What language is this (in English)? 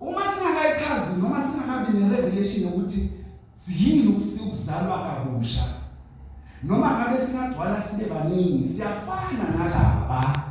Zulu